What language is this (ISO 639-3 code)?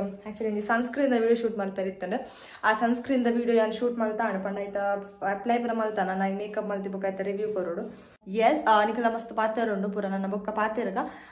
tcy